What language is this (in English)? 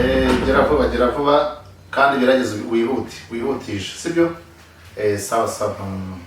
Kinyarwanda